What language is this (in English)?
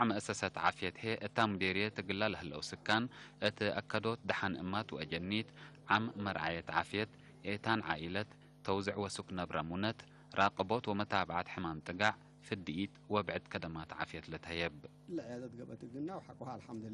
Tigre